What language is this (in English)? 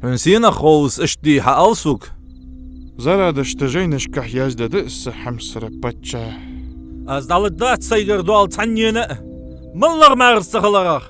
Ingush